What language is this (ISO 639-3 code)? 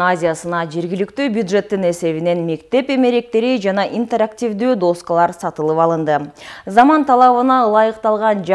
kir